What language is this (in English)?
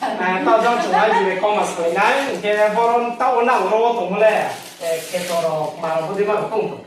Riang (India)